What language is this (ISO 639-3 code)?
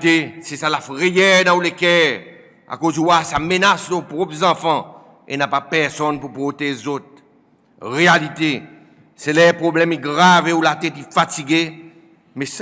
crs